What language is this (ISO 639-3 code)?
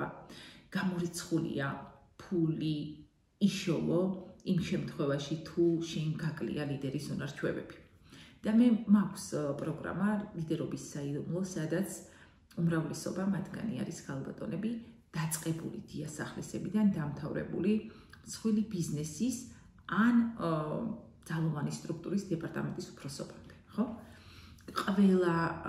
kat